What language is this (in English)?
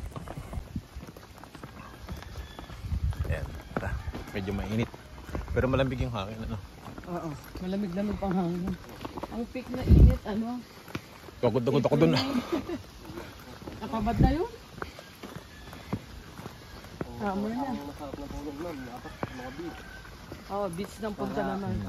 Filipino